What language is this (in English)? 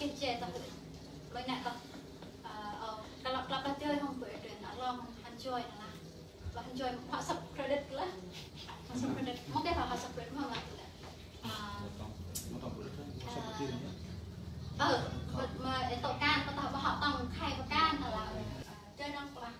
Central Mnong